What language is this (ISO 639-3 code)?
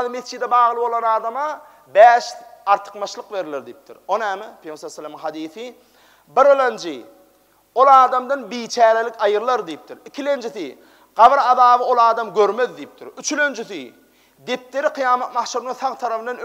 tuk